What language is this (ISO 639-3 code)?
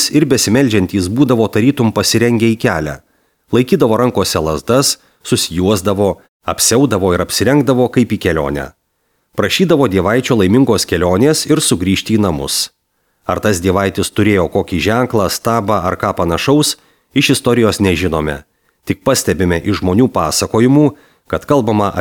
lit